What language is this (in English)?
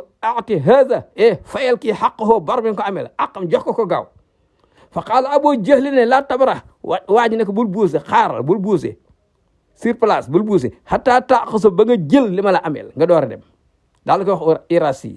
Wolof